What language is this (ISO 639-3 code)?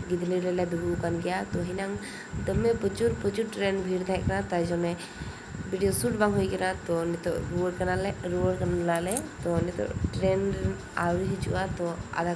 sat